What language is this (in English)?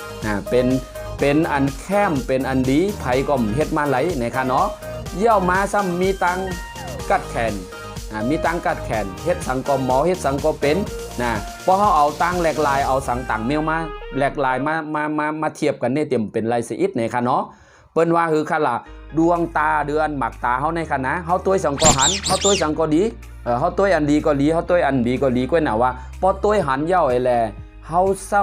Shan